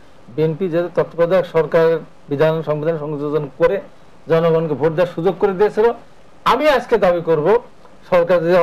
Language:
Bangla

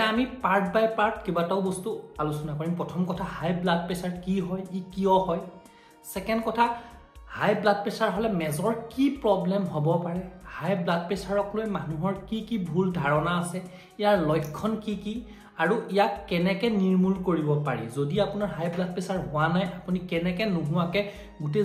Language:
Assamese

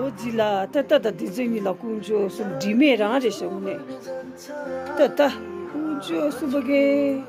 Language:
Tibetan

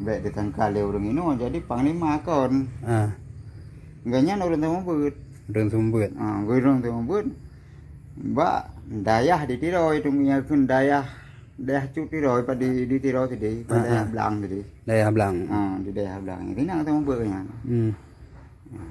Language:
Achinese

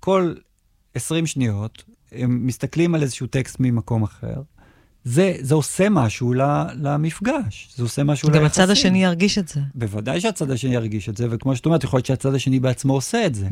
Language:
Hebrew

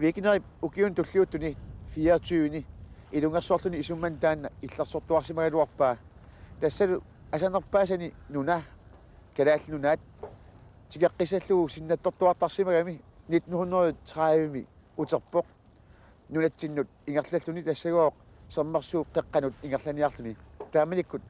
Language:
Kalaallisut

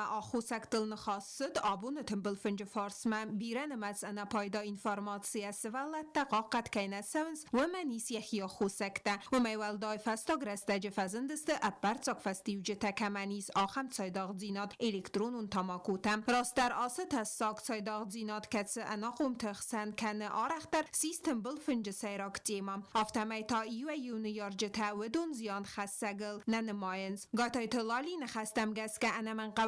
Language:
Ossetic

